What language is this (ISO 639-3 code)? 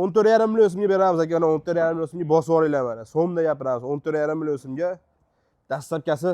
uzb